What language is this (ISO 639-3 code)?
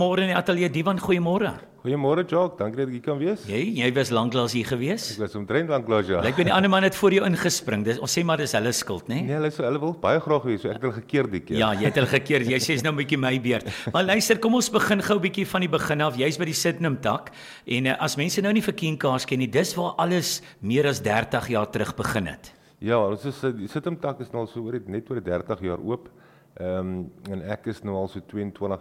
afr